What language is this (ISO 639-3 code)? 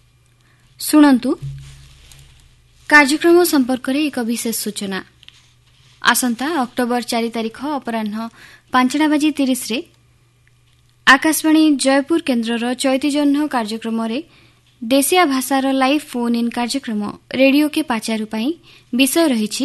ori